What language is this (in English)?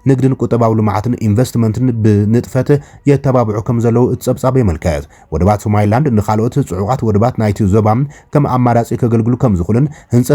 Tigrinya